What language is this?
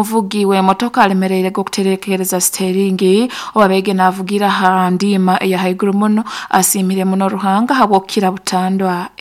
Nyankole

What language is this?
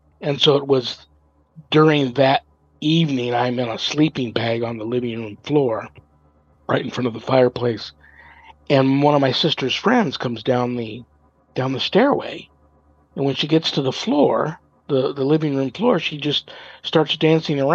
English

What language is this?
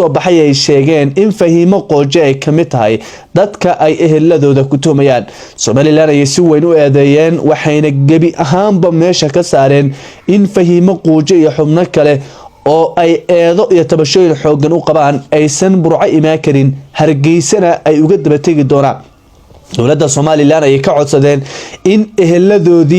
Somali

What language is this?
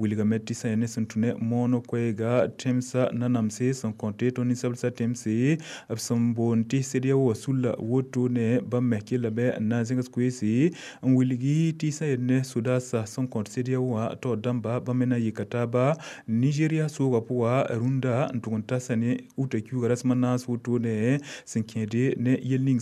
Mossi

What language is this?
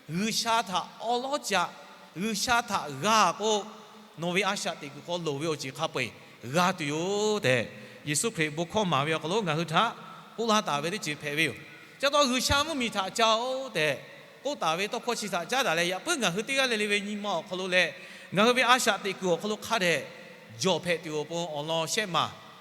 Lahu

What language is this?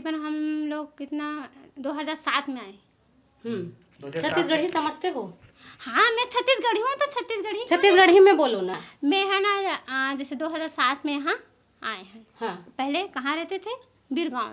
Chhattisgarhi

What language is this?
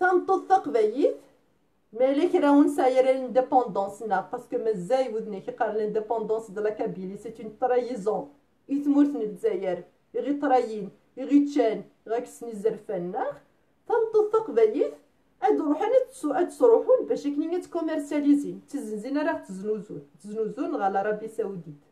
Kabyle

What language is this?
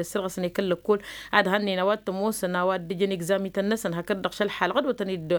Tamasheq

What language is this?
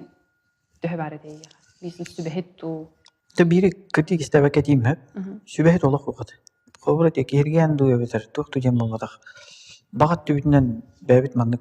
Yakut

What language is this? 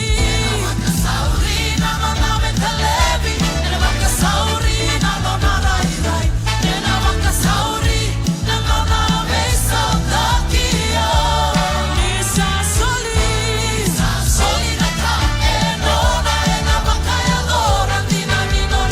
Fijian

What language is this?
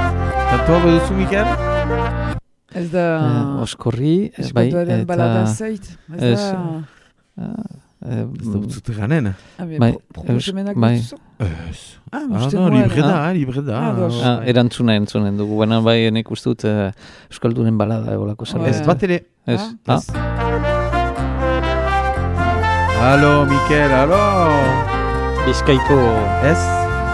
Basque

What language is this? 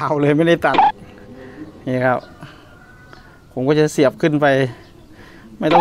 Thai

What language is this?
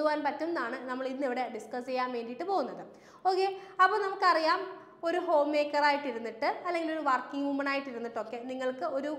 Malayalam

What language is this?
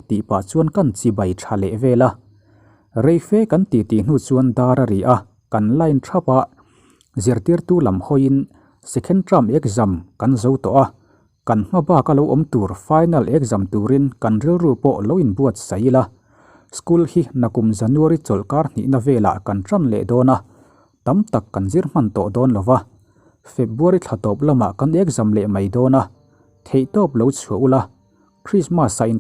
Mizo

